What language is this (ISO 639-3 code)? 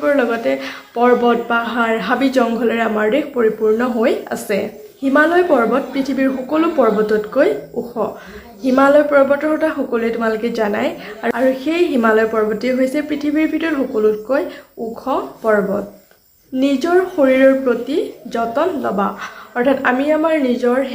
asm